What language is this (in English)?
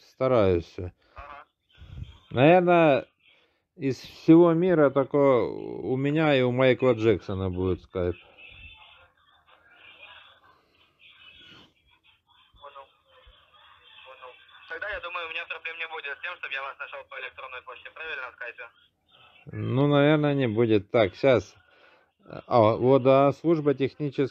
Russian